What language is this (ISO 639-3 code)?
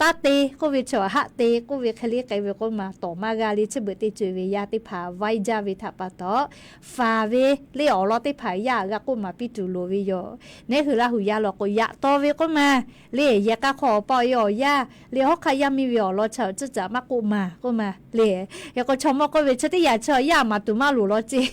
lhu